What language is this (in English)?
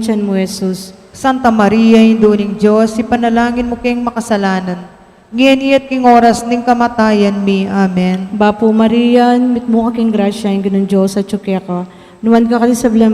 Pampanga